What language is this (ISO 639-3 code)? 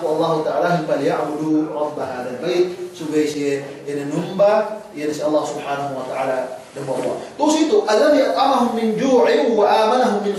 yka